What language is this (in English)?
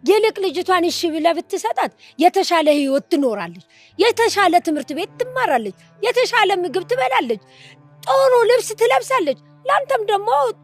Amharic